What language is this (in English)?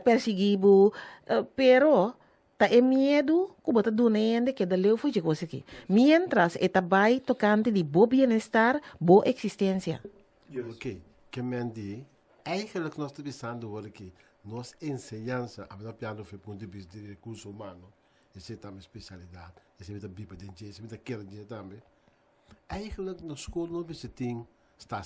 Papiamento